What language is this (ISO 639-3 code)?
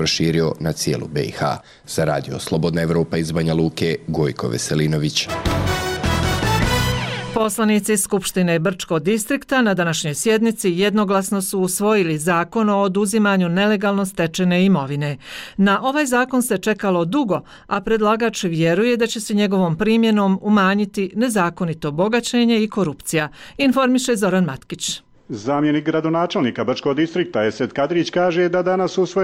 bos